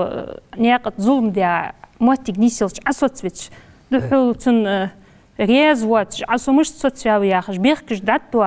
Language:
Ingush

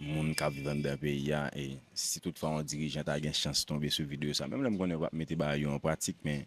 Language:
Haitian Creole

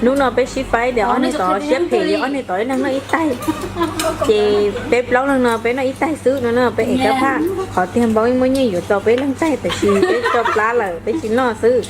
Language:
Hmong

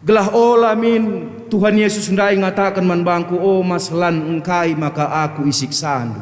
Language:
Batak Karo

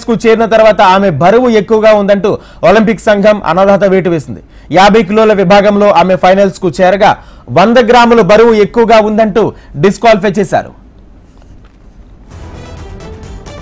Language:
Telugu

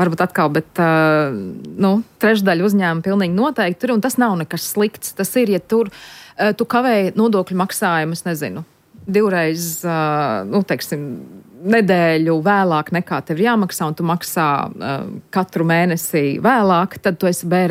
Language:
Latvian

